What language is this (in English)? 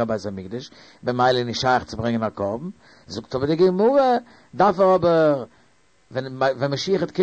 Yiddish